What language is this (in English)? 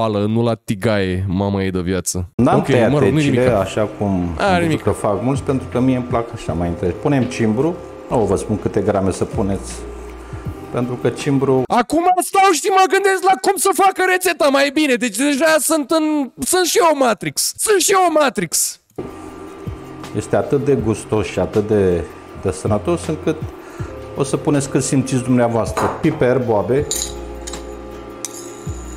Romanian